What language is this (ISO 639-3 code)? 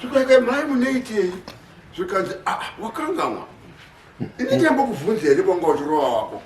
sna